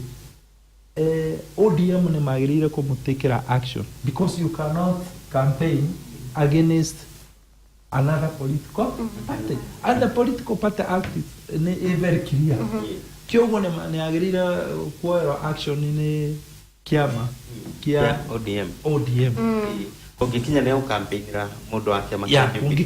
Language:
Kikuyu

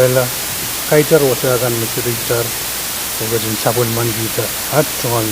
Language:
Pohnpeian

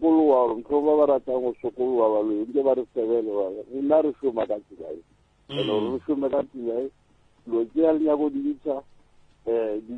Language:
Northern Sotho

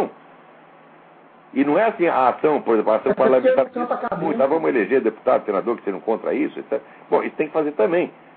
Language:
Portuguese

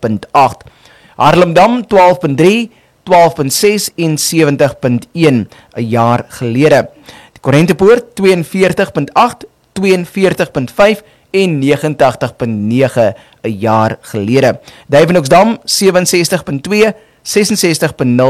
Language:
Afrikaans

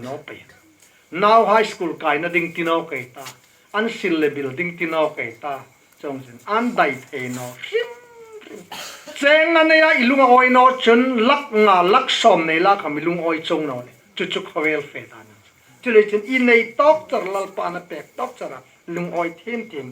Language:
Hmar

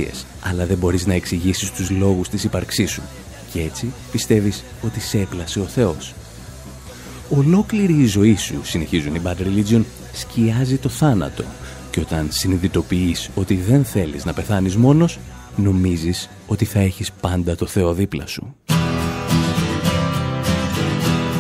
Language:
Greek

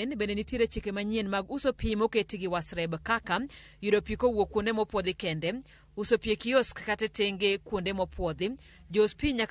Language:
Luo (Kenya and Tanzania)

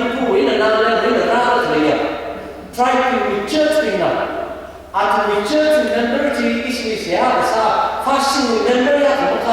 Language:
Tangkhul Naga (India)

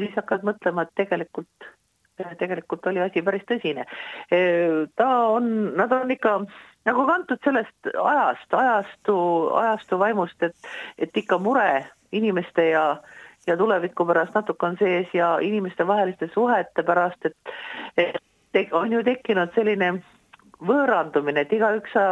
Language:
Estonian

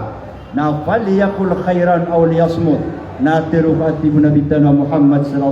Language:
Maranao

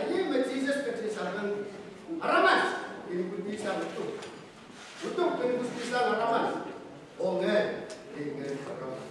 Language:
Pohnpeian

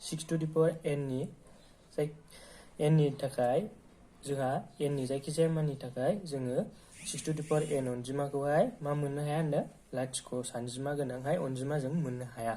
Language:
Bodo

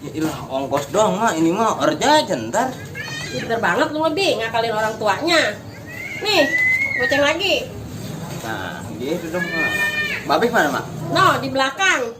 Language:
Betawi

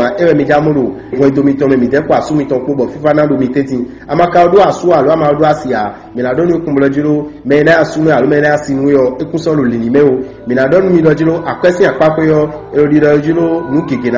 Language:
Fon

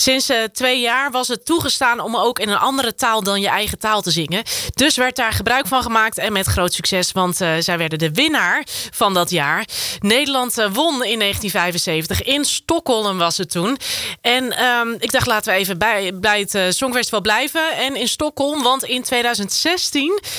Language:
Dutch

